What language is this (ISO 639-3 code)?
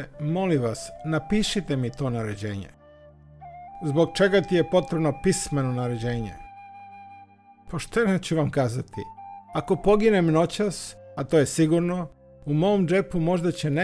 srp